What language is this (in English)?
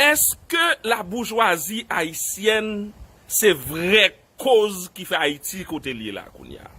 Haitian Creole